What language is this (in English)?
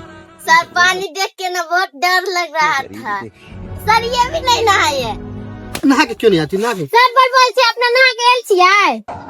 Maithili